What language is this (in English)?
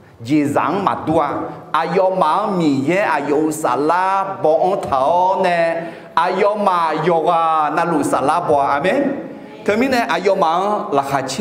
Akha